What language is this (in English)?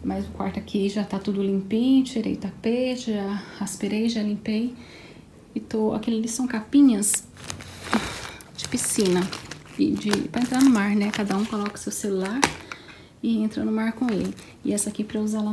Portuguese